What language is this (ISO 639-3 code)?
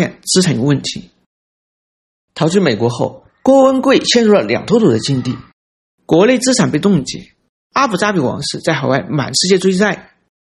zho